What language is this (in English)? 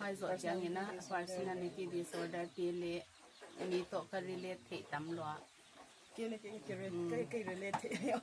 Paite Chin